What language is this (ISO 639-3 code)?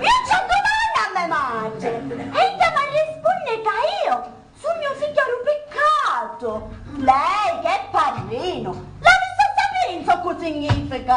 scn